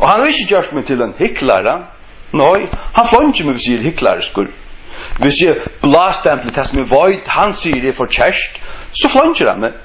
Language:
Faroese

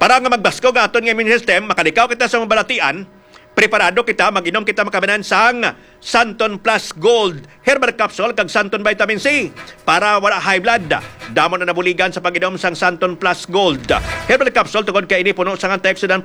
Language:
Hiligaynon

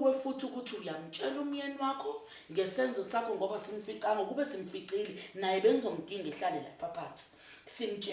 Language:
Zulu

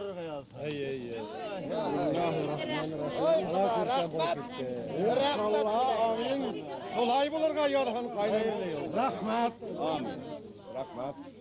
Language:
Bashkir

